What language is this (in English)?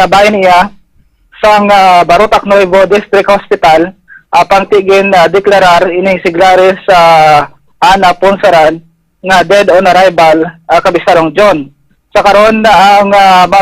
Hiligaynon